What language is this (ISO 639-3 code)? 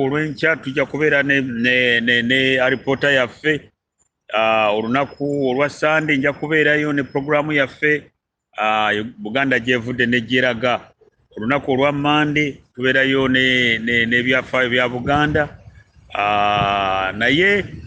lug